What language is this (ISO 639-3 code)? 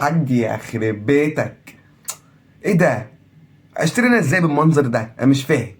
arz